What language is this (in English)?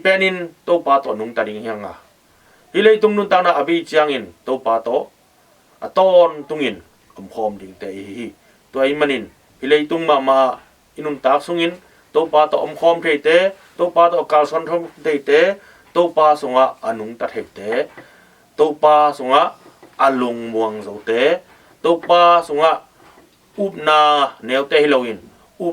Tedim Chin